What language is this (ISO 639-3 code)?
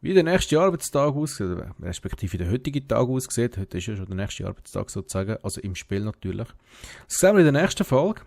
gsw